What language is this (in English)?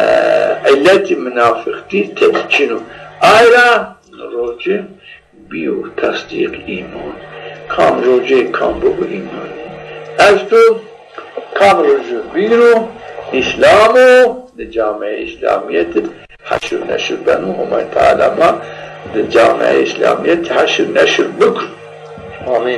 Zaza